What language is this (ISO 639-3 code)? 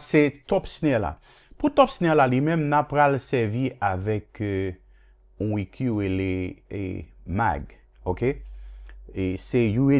hat